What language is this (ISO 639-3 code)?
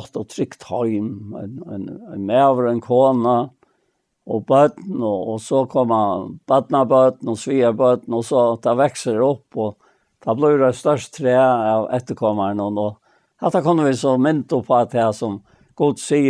fao